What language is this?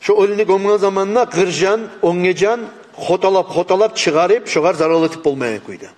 Kumyk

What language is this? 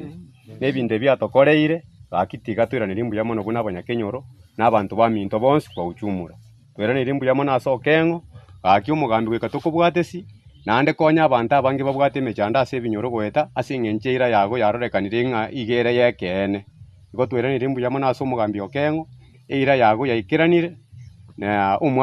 Gusii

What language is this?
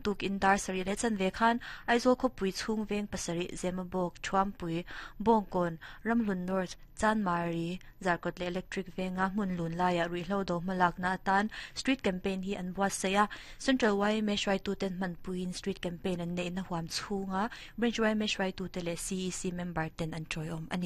Mizo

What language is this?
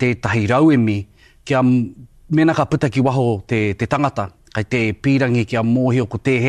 Māori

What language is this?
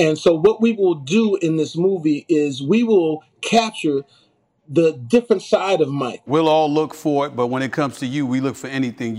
English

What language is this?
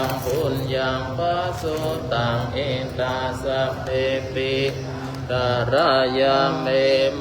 Pali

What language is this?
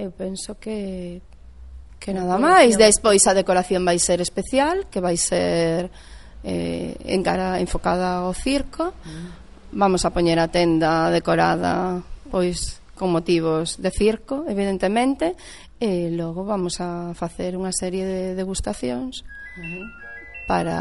Galician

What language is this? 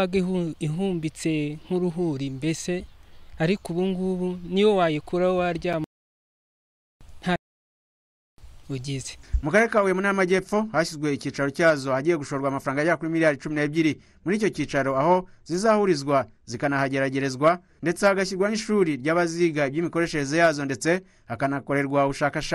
Kinyarwanda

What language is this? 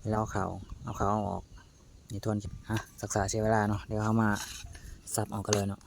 Lao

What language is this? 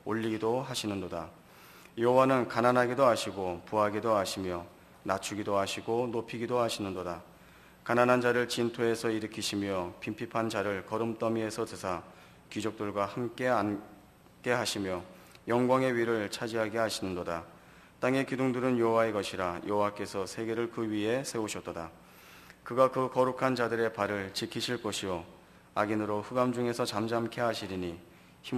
Korean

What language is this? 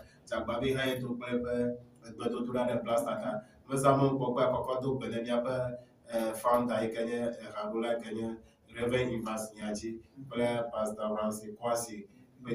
Ewe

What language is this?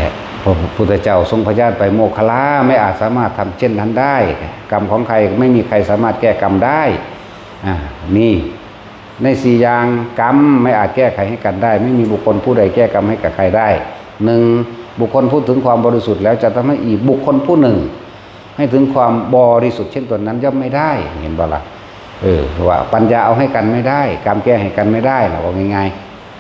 Northeastern Thai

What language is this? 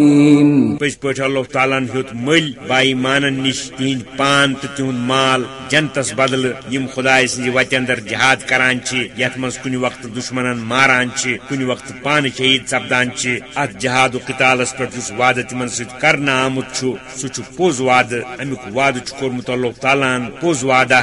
Kashmiri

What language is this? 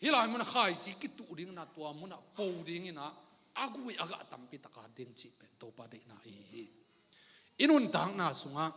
Tedim Chin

